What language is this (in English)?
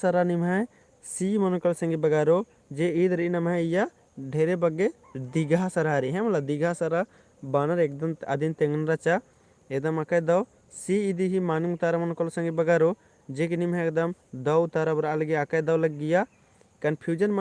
Kurukh